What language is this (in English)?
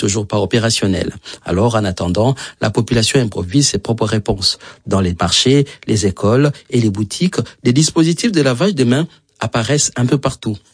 French